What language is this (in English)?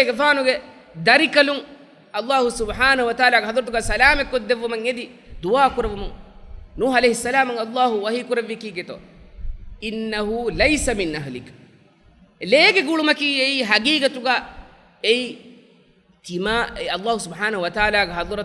Divehi